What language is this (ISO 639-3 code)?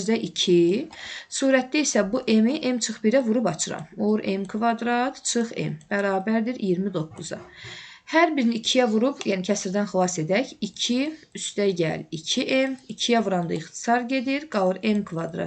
aze